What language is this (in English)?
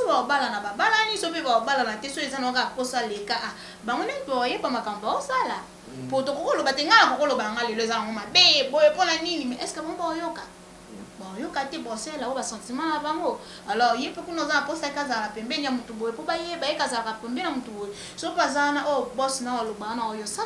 Lingala